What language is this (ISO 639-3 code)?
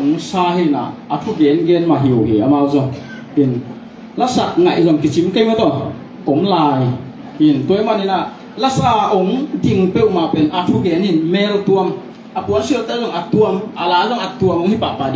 ctd